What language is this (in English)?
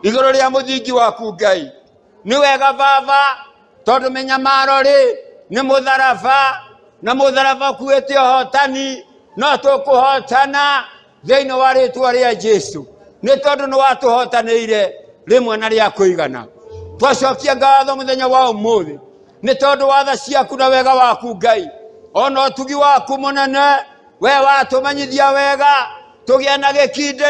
Kikuyu